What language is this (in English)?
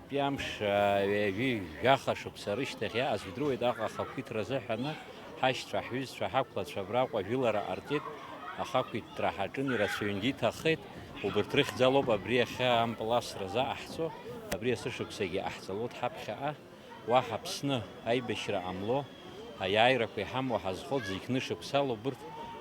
Abkhazian